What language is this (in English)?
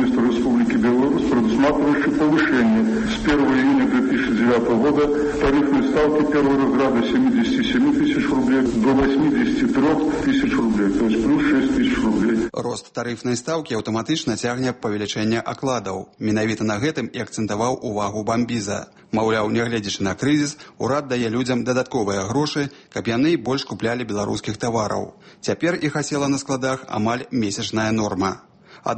Belarusian